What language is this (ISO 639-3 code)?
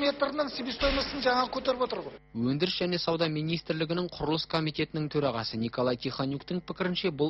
kaz